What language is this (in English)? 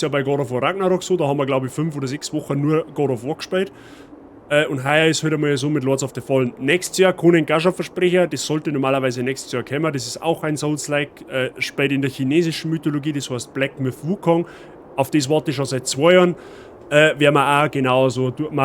Bavarian